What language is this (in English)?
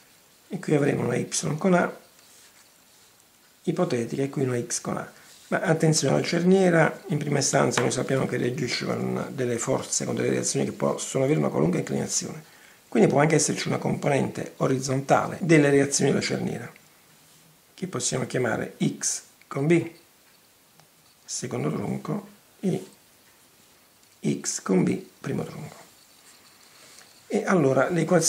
Italian